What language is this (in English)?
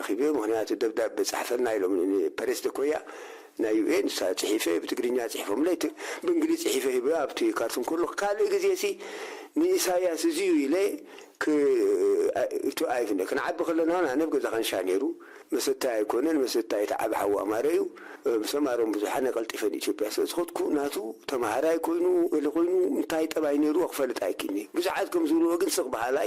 Tigrinya